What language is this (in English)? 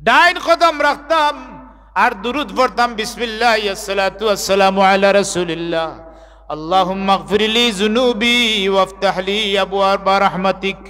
Sylheti